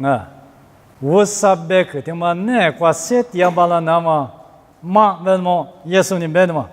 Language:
Lisu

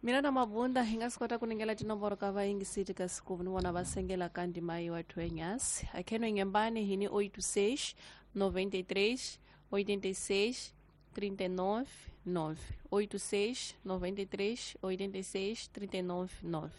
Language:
Tsonga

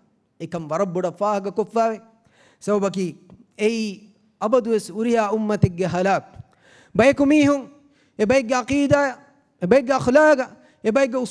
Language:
Divehi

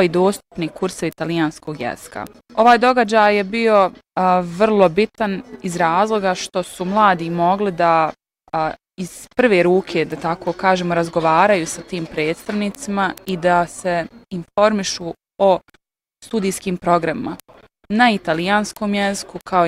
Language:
Bosnian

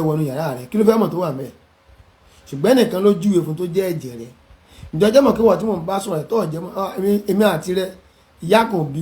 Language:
Yoruba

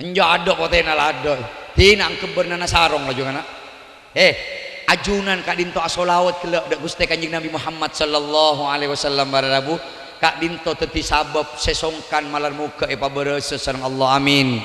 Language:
Madurese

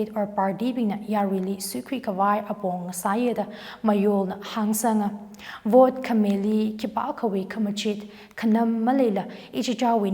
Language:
Tangkhul Naga (India)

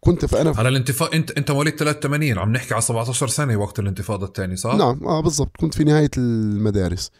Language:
North Levantine Arabic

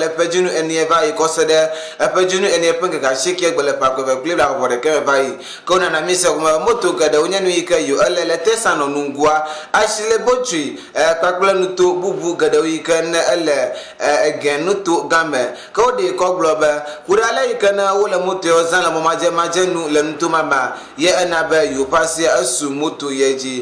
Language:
Ewe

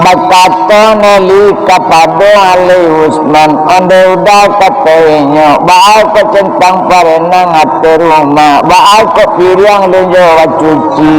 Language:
Minangkabau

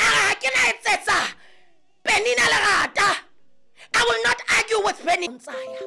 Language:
Southern Sotho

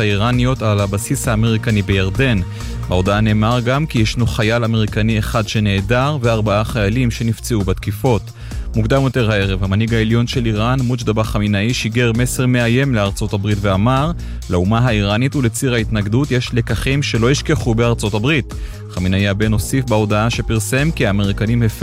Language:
Hebrew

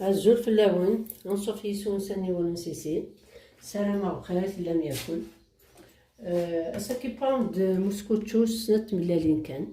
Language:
Kabyle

